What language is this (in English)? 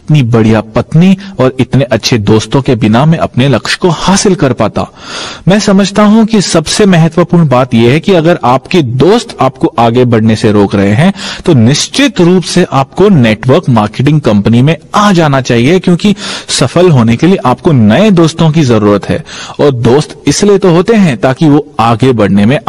Hindi